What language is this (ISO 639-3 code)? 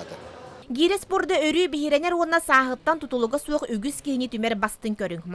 sah